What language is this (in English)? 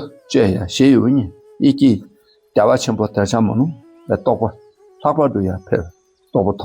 Dakpakha